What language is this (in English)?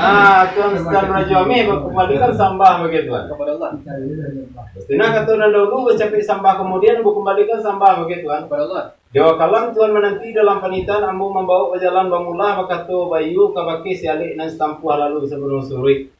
Minangkabau